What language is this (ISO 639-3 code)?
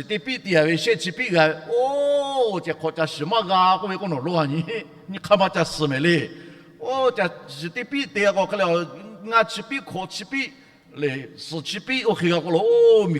lhu